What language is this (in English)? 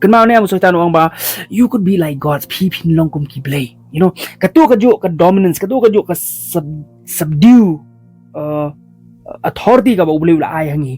Khasi